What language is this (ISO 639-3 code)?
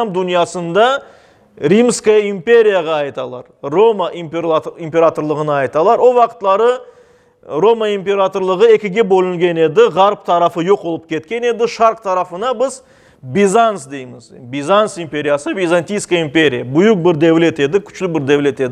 crh